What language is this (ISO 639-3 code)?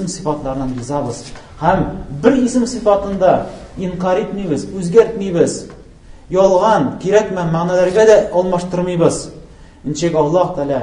tat